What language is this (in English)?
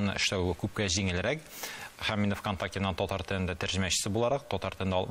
Tatar